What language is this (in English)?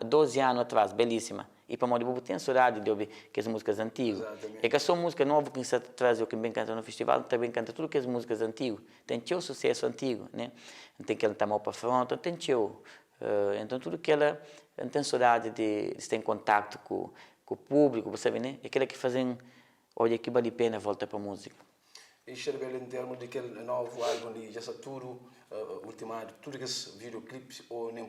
Kabuverdianu